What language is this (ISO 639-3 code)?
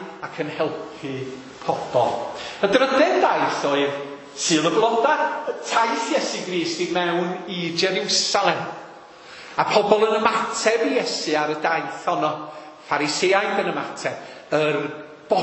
cym